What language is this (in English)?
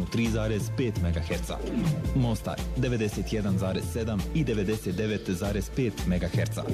Bosnian